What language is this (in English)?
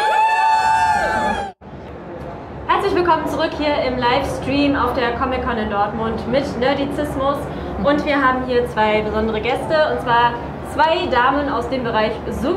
German